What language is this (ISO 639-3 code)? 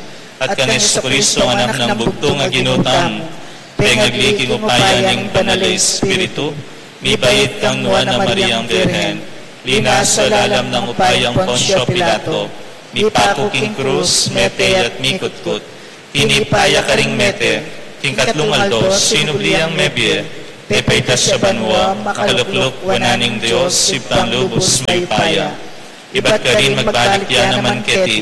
pam